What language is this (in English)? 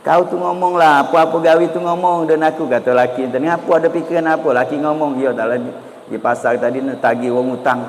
Musi